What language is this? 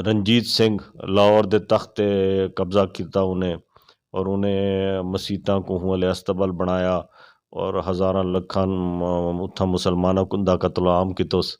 Western Panjabi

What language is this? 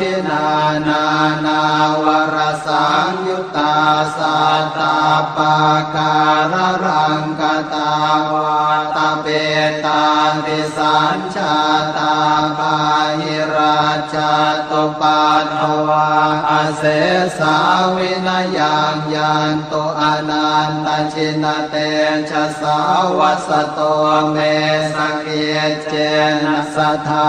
Pali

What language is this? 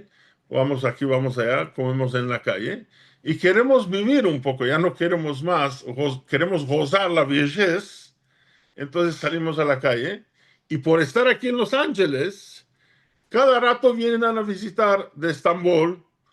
Ladino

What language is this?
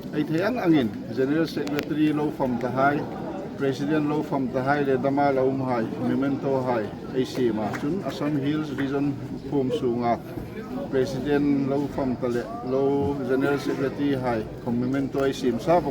Hmar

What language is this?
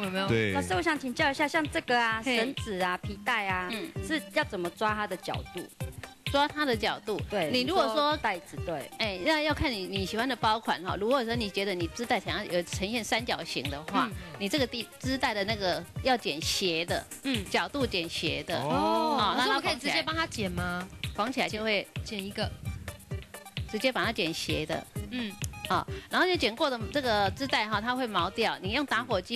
Chinese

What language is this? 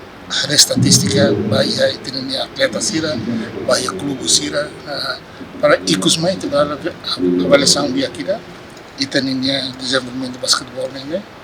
Tetum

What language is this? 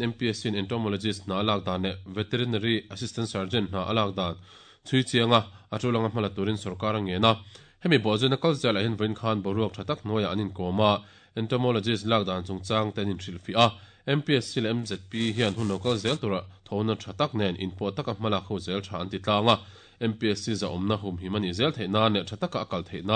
Mizo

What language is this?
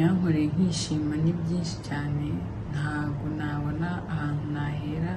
Kinyarwanda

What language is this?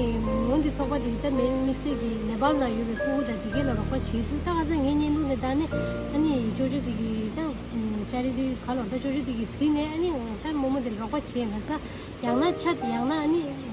Tibetan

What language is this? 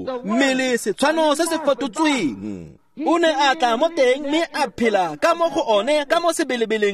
Tswana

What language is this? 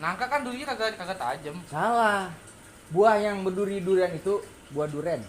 Betawi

